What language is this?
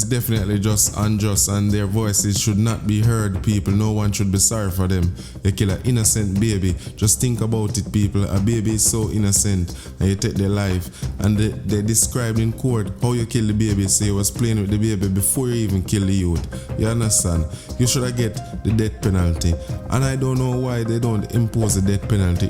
Jamaican Creole English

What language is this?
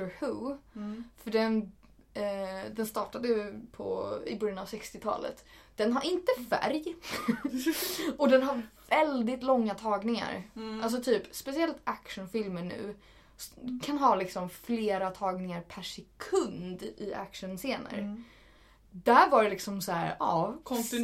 Swedish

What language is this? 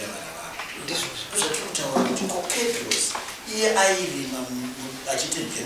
Shona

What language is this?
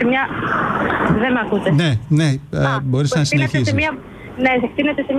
Greek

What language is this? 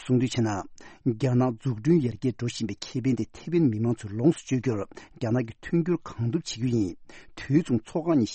Tibetan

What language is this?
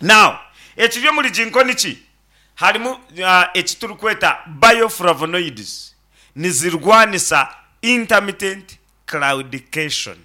Nyankole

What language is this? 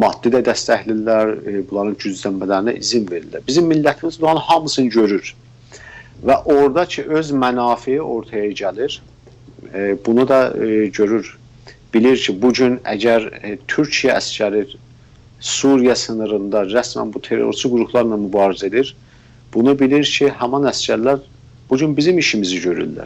South Azerbaijani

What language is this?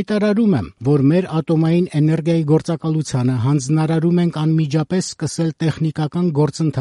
Armenian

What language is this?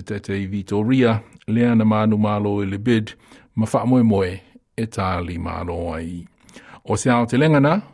Samoan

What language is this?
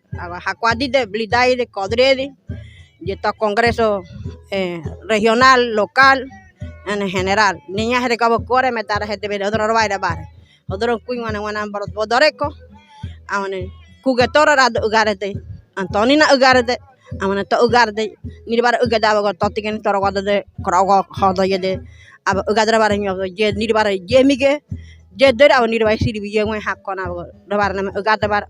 Ngäbere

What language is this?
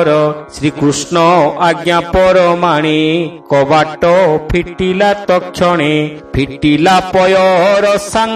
Odia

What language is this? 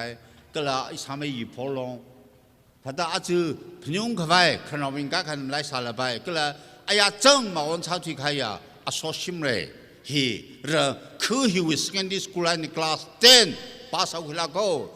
Tangkhul Naga (India)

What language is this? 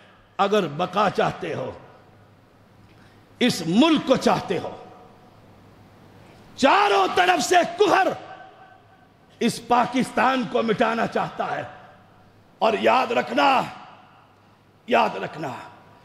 Urdu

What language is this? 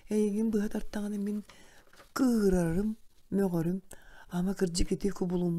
Yakut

